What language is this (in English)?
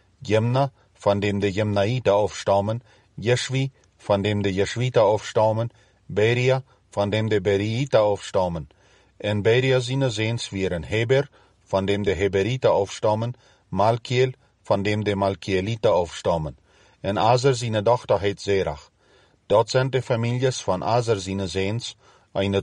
Plautdietsch